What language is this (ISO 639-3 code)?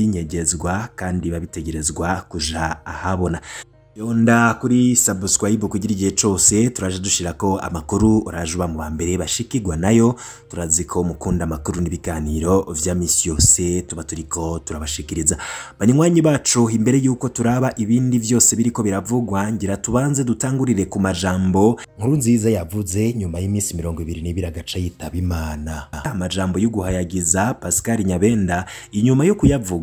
run